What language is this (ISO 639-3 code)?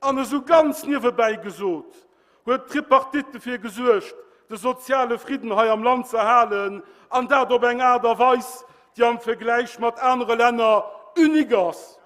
ltz